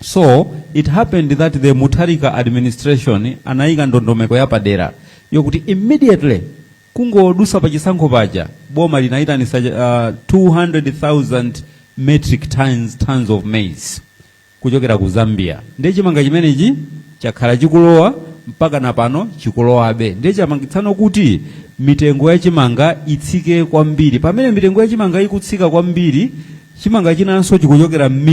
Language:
Nyanja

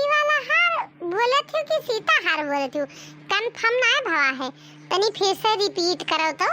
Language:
Awadhi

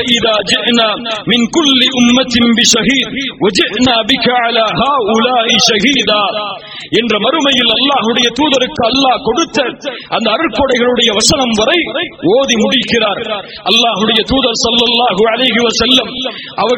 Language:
Tamil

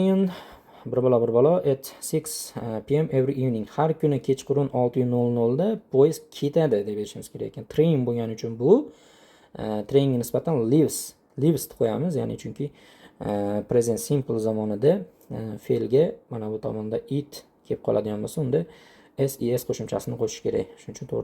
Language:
Uzbek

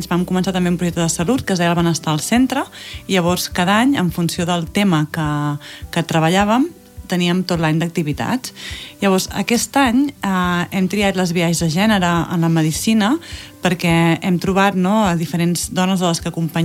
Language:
Catalan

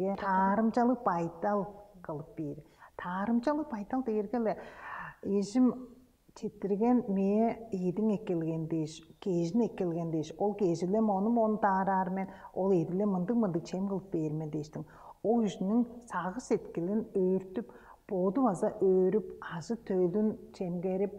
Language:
Tuvinian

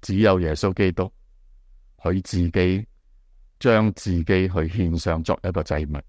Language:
Cantonese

